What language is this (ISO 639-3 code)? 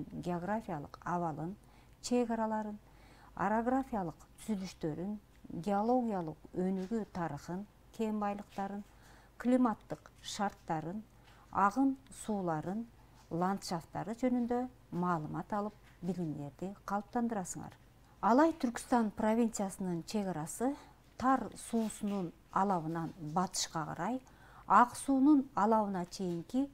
kir